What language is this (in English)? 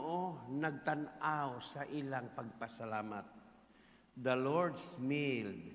Cebuano